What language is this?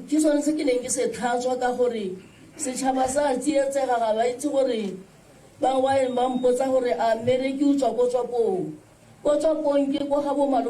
Tswana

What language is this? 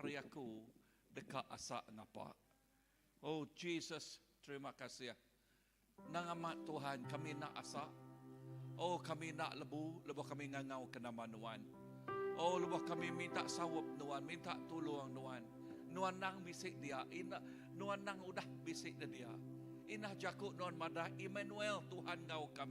Iban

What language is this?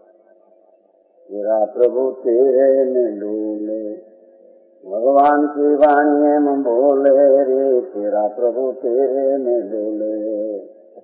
Gujarati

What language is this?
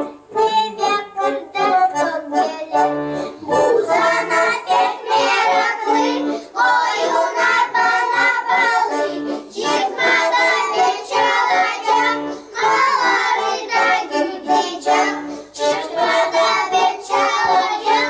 Gagauz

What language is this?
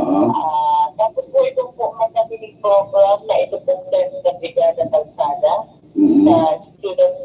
Bikol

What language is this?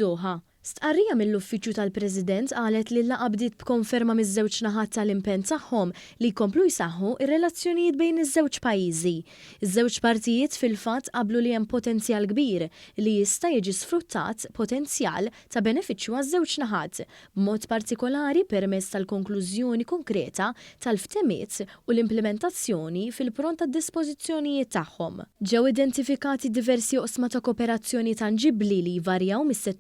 Maltese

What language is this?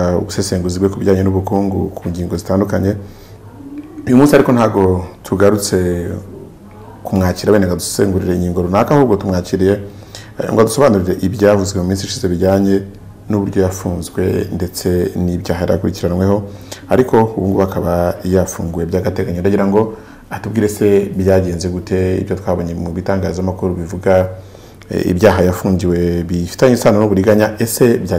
Kinyarwanda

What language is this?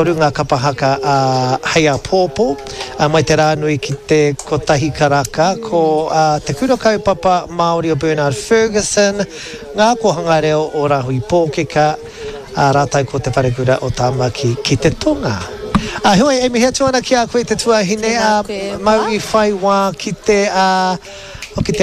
Māori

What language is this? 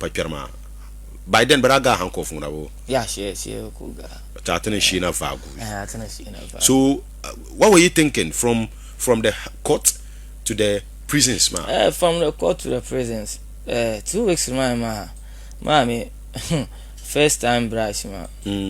Dagbani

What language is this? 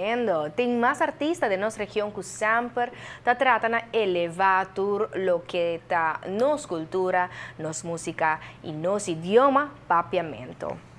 Papiamento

